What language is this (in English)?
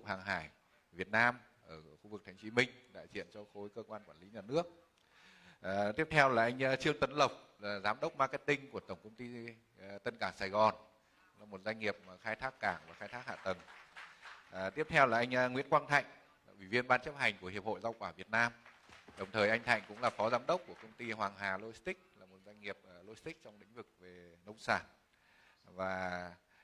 Vietnamese